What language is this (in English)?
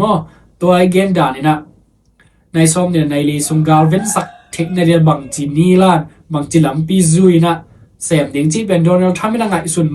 Tedim Chin